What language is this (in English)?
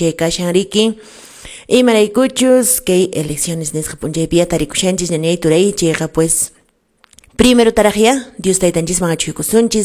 Quechua